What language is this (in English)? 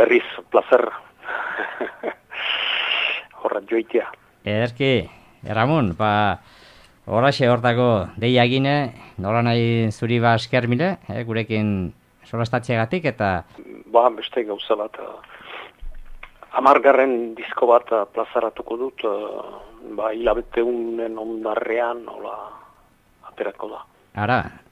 Basque